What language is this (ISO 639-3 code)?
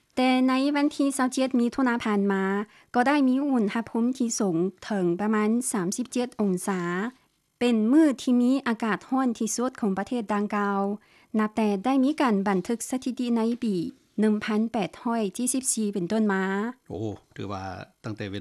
lao